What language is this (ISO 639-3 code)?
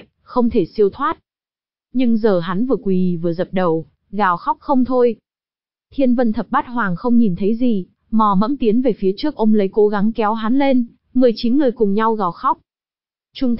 vie